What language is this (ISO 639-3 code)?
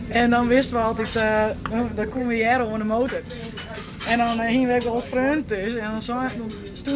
fry